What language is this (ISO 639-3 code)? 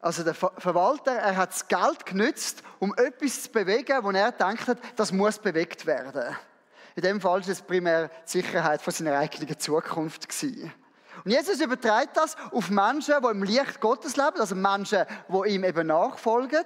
gsw